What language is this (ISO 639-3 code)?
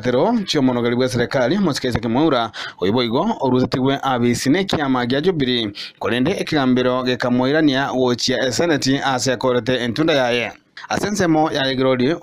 guz